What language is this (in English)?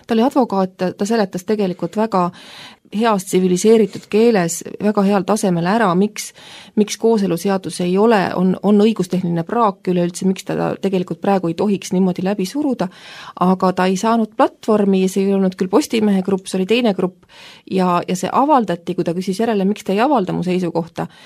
Estonian